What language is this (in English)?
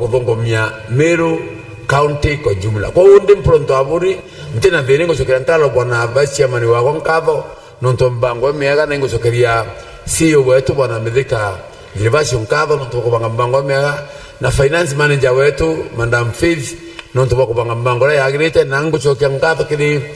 Meru